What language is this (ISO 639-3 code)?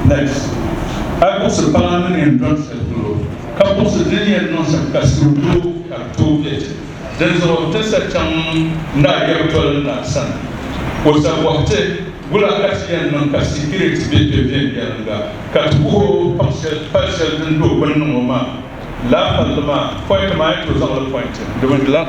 dag